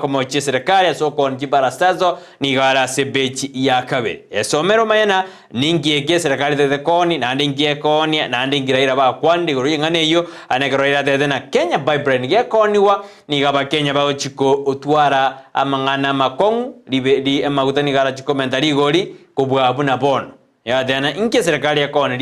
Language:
Gusii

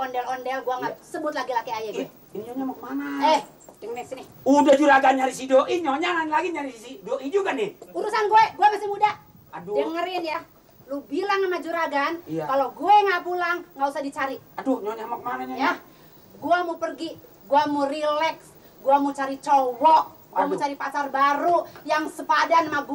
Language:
Betawi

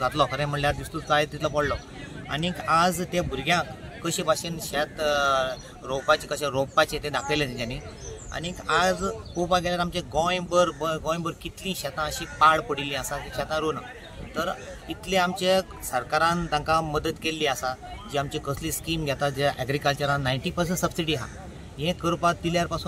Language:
Konkani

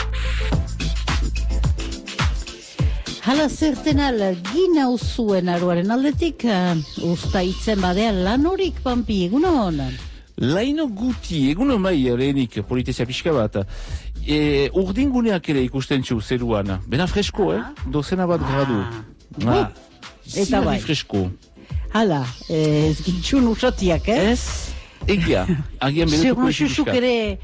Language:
Basque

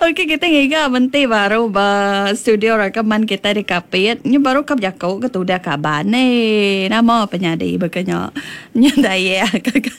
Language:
Iban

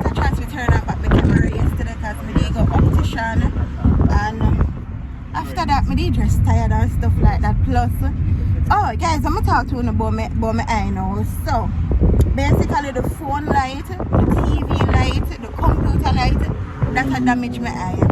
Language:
Jamaican Creole English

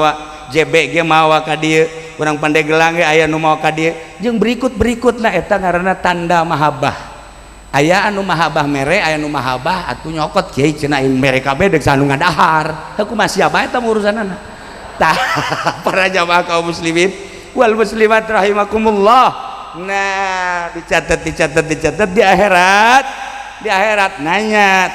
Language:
Sundanese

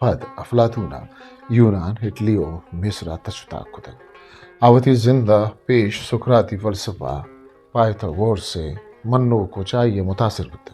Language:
Eastern Balochi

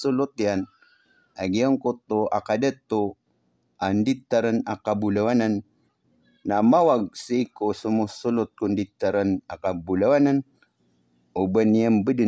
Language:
Maranao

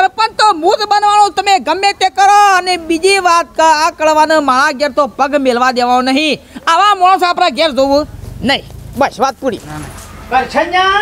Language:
Gujarati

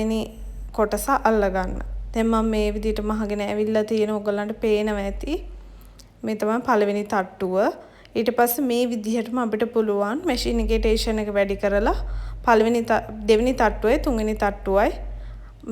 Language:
Sinhala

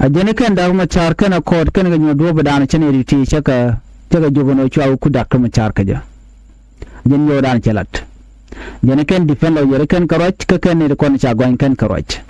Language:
Nuer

